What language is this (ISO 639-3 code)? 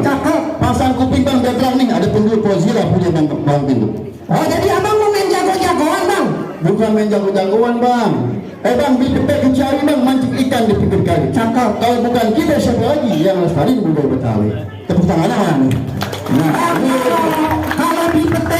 bew